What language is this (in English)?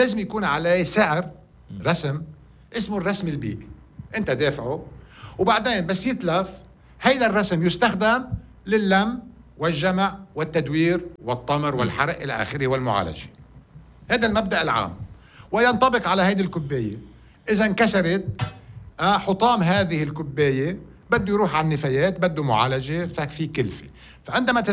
North Levantine Arabic